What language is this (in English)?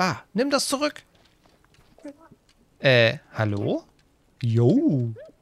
German